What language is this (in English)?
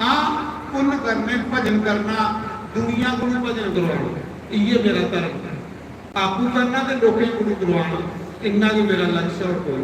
Dogri